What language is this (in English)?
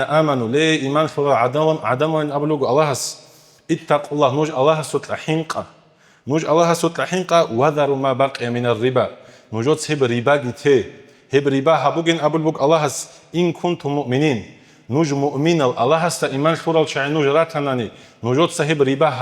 Avaric